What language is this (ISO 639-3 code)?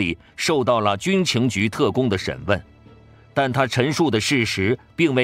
zho